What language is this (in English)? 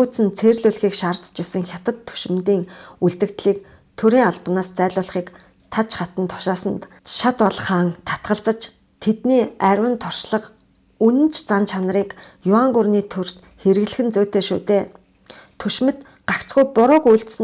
Mongolian